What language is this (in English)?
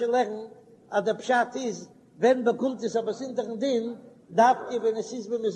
Yiddish